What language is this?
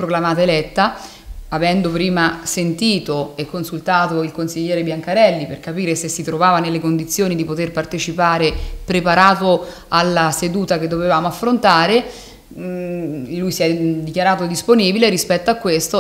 Italian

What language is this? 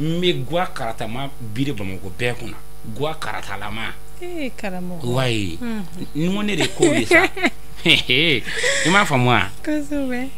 Bambara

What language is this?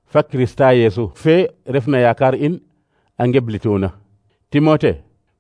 Serer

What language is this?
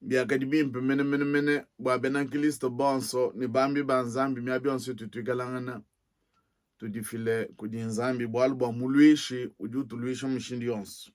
Luba-Lulua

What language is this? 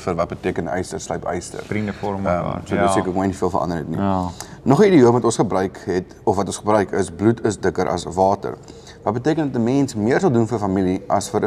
Afrikaans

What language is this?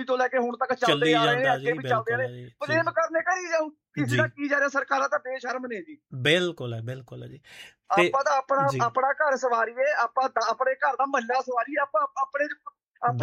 Punjabi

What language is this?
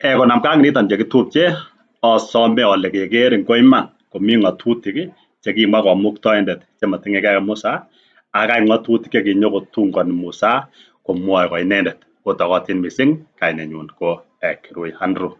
Kalenjin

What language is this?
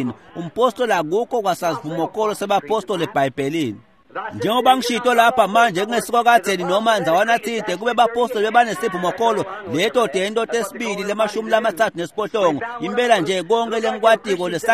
Swati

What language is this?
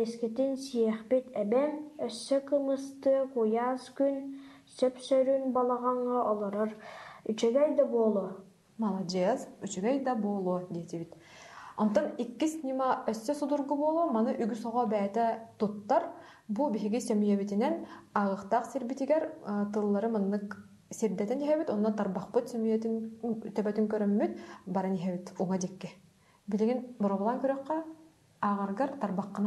Yakut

